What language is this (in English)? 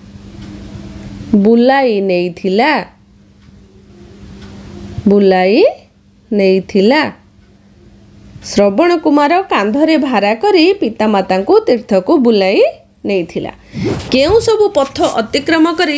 Odia